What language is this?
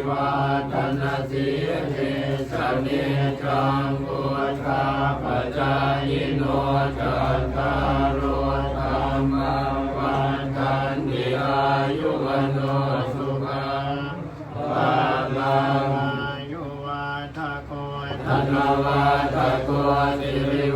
Pali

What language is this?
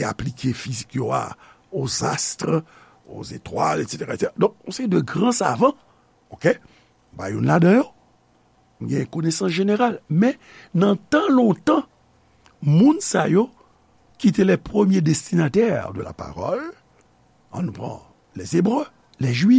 Haitian Creole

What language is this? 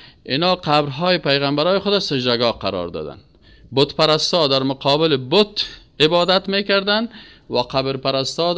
Persian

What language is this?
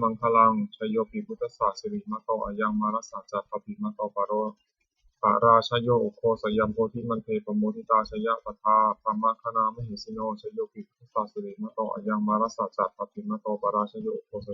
Pali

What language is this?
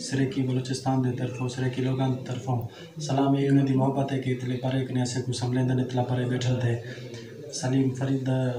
Saraiki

